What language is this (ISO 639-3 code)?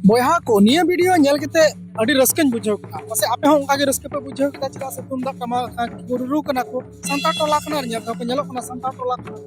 sat